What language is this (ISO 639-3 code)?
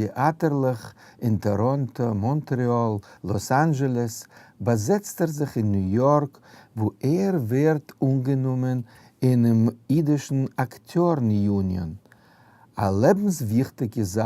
yid